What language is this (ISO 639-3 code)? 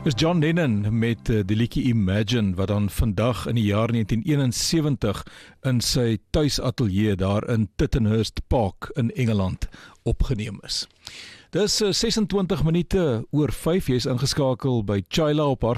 afr